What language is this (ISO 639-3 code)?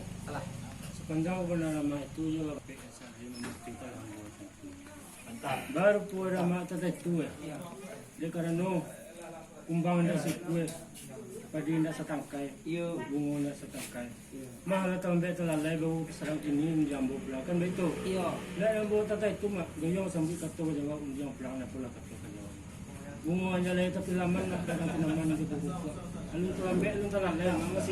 min